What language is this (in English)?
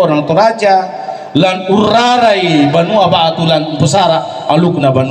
Toraja-Sa'dan